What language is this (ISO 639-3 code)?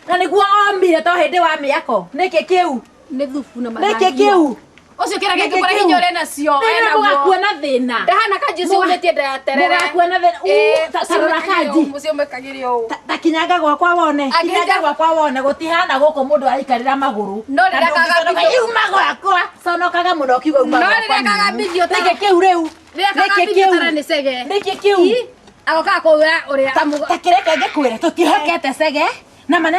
kik